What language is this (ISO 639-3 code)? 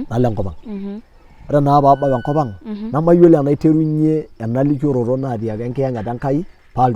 mas